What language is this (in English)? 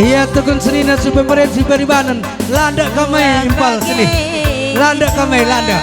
Batak Karo